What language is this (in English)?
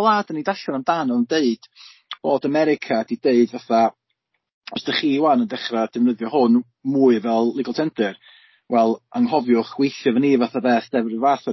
Welsh